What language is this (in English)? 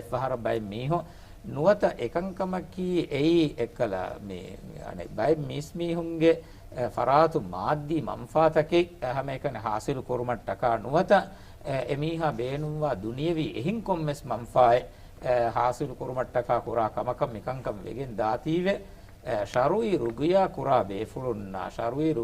Divehi